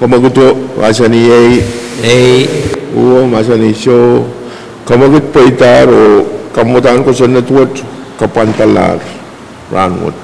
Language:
Pohnpeian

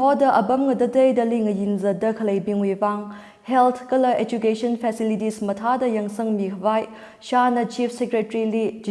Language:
Tangkhul Naga (India)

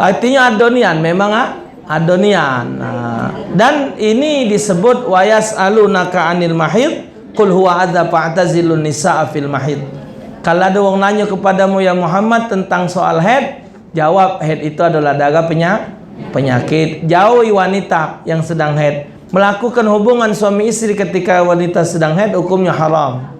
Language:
Musi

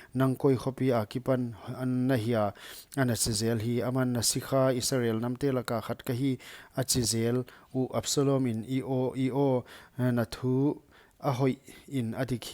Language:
Paite Chin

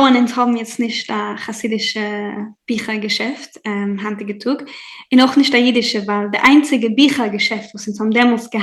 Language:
Yiddish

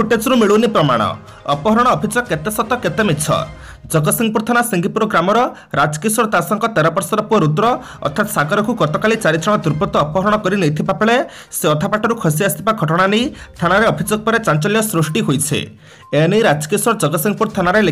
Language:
Odia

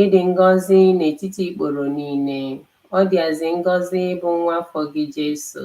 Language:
Igbo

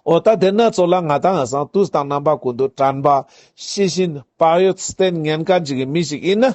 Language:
Ladakhi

